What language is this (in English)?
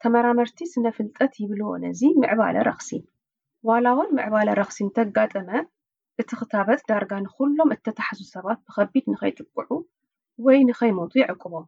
Tigrinya